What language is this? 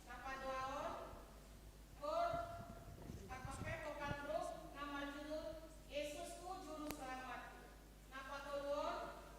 Batak Simalungun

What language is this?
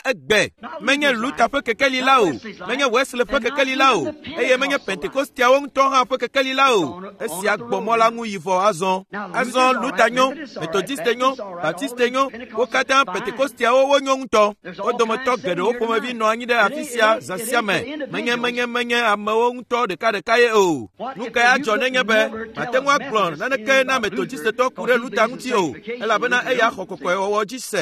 Ewe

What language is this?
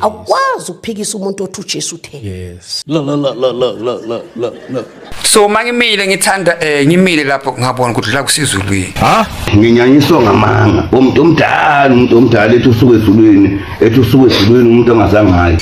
Zulu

